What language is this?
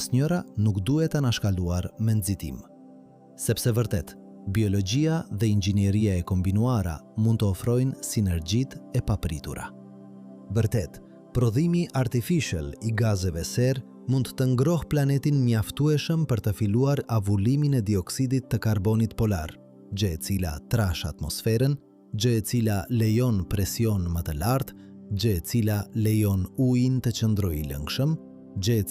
Albanian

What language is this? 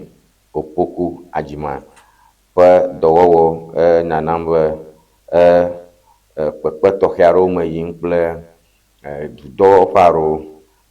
Ewe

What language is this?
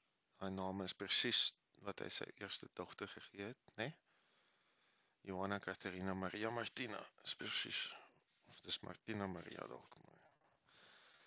Afrikaans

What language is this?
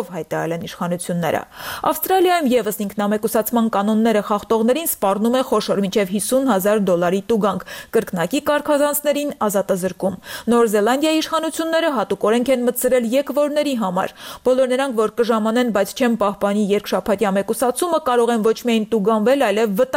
Armenian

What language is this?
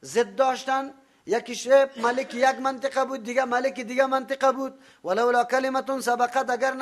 Persian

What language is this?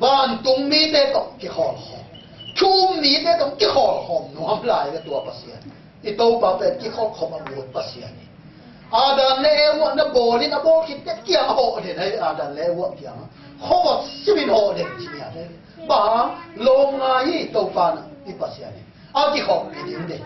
Tedim Chin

